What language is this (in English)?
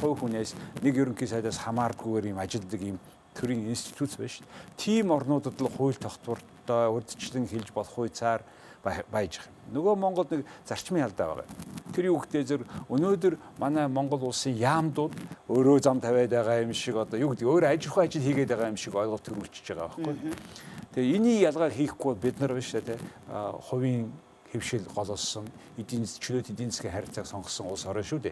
Mongolian